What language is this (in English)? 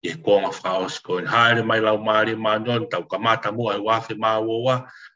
Tongan